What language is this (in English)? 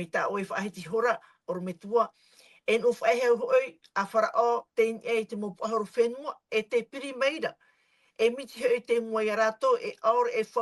Tahitian